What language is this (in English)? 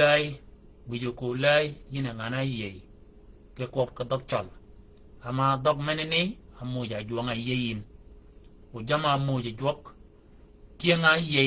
Shilluk